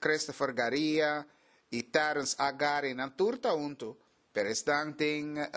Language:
Papiamento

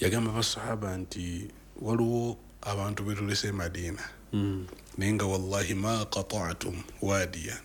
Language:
Ganda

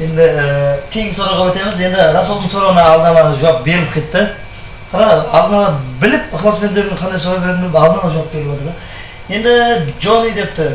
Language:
Kara-Kalpak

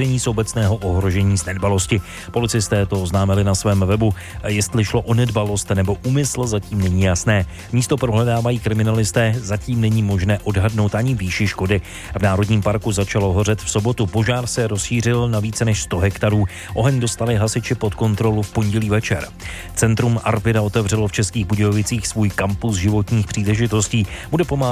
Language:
Czech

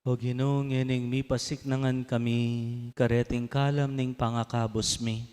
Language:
Pampanga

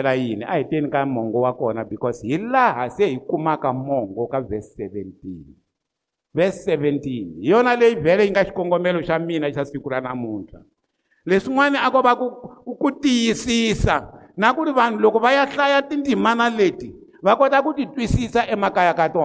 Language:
Tsonga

